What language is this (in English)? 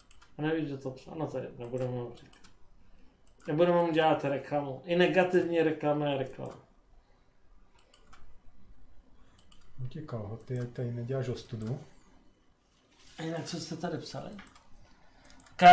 Czech